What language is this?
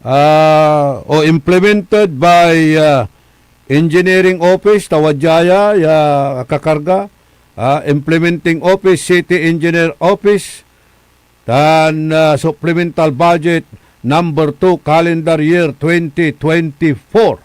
Pangasinan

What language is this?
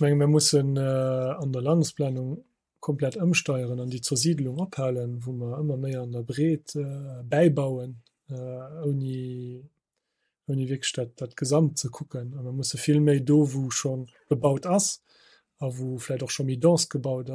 Luxembourgish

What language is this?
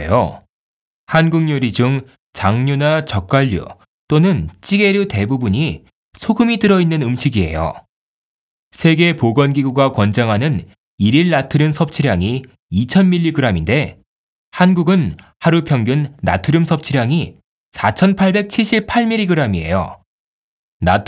Korean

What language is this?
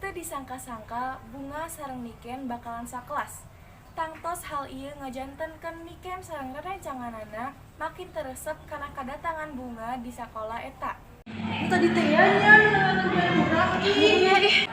Sundanese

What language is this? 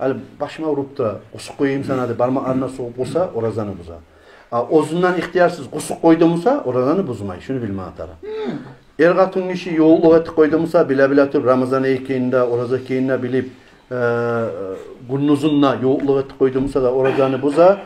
Kumyk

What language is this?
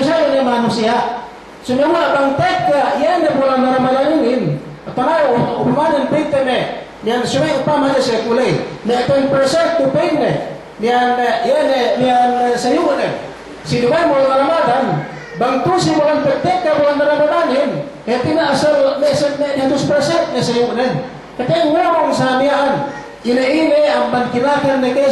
Yakan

